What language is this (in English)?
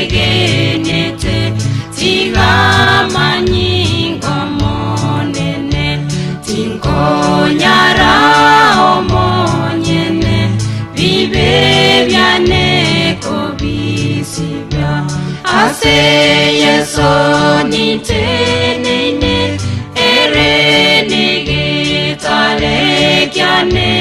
Gusii